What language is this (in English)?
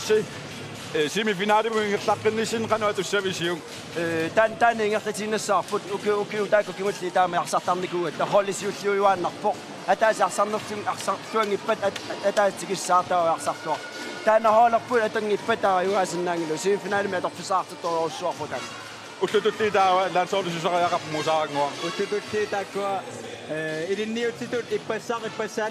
Kalaallisut